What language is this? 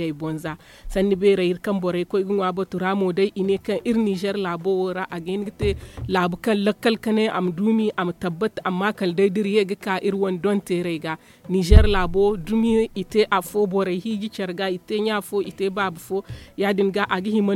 Zarma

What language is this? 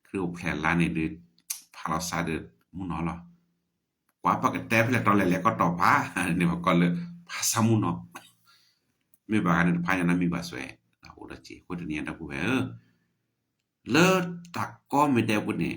S'gaw Karen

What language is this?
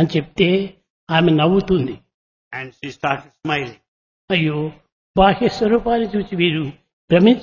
Telugu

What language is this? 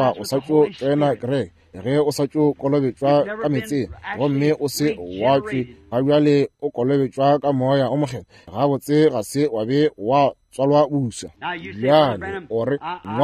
Northern Sotho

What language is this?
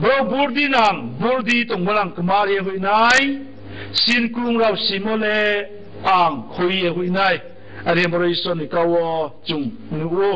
Riang (India)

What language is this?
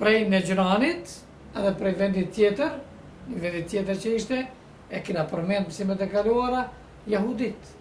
Albanian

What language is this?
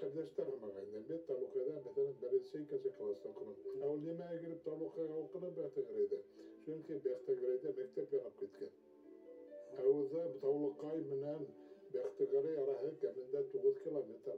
Bashkir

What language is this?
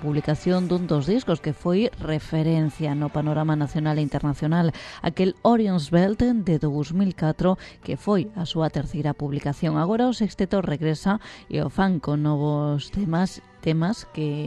Galician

